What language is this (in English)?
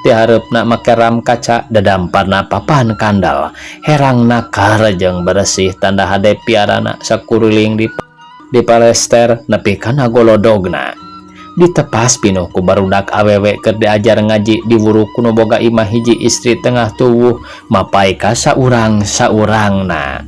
Sundanese